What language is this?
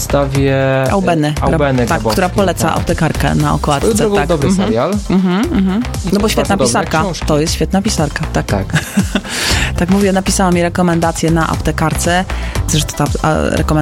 Polish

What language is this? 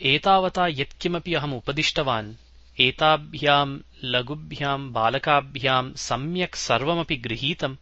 Sanskrit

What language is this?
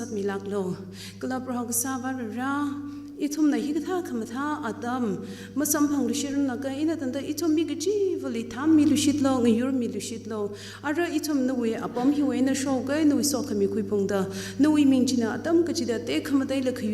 Tangkhul Naga (India)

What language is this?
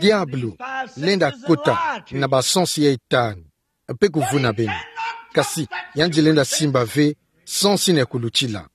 Kituba (Democratic Republic of Congo)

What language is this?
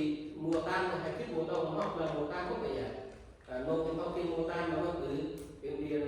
Central Mnong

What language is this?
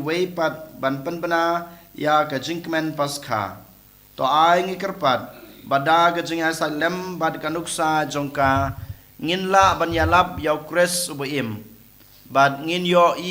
Khasi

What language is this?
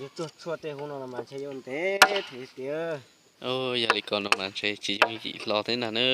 Hmong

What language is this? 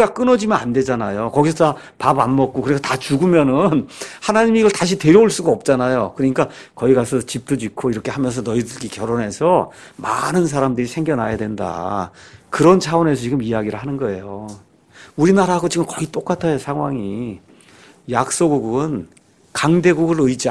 Korean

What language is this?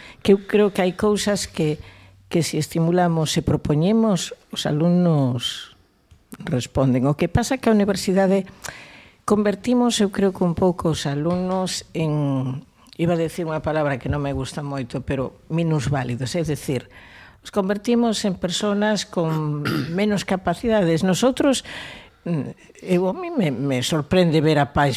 Galician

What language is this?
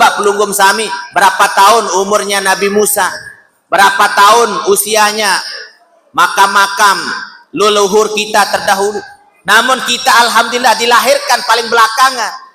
Sasak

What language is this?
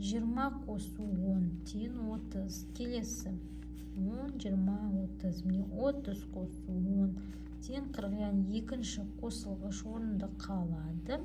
Kazakh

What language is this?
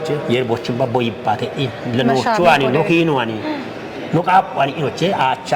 Kafa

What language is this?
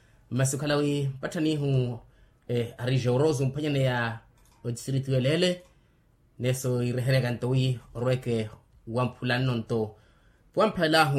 Makhuwa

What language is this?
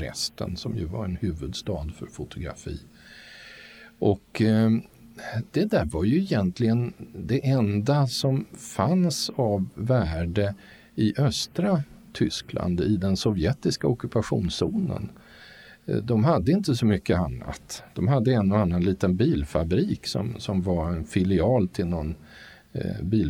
Swedish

